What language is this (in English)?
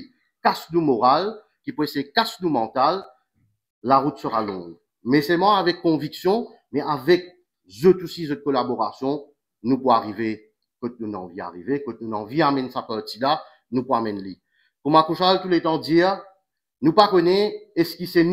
Morisyen